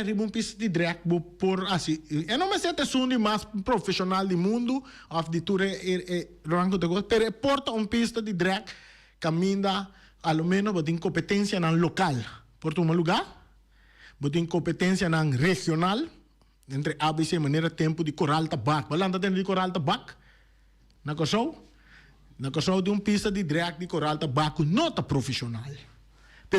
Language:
Papiamento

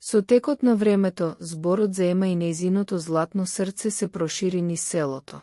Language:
Macedonian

